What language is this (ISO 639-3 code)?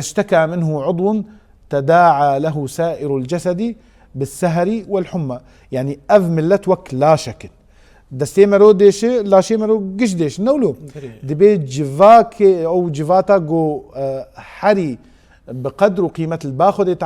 kur